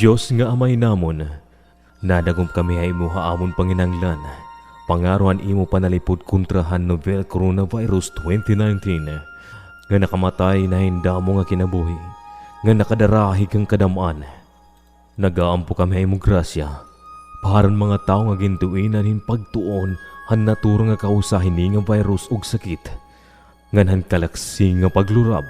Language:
Waray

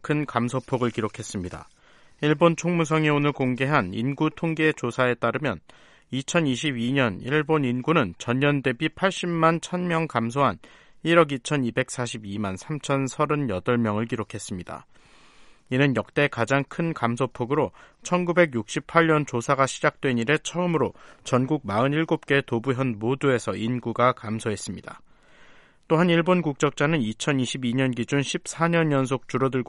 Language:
Korean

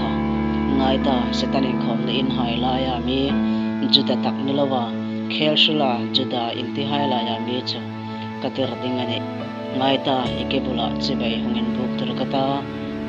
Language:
Hmar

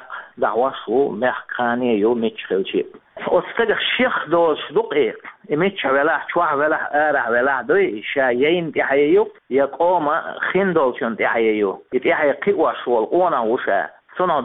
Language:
Chechen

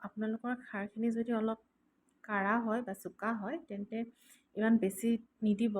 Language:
Assamese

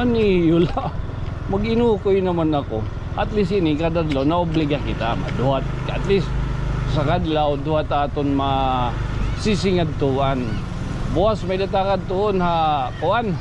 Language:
Waray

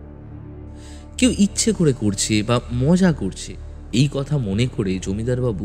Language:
Bangla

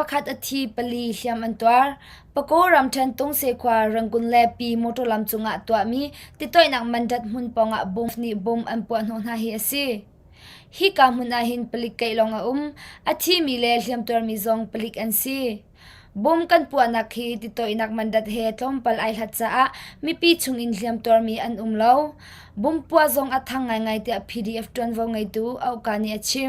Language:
Hakha Chin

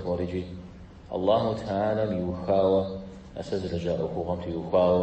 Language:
Kabardian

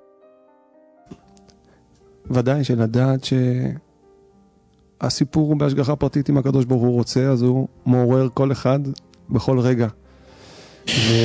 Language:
Hebrew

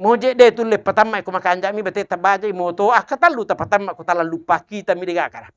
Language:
Buginese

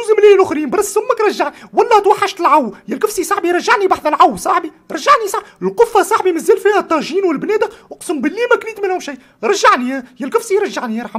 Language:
Tunisian Arabic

